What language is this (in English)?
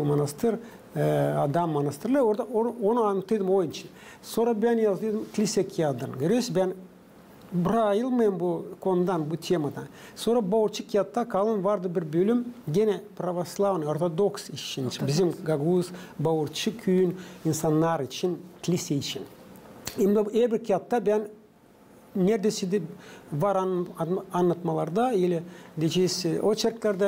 Gagauz